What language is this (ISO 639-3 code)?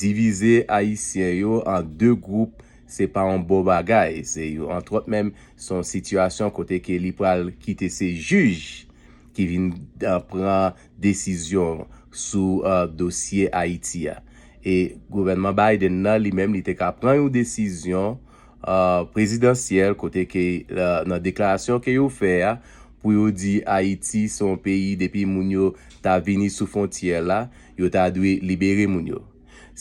hat